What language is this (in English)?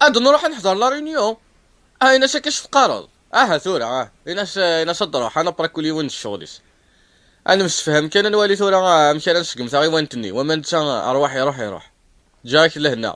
Kabyle